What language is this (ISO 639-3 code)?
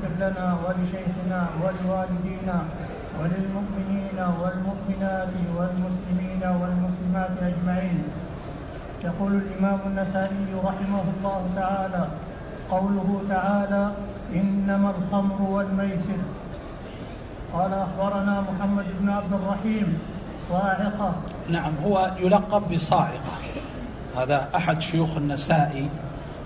ara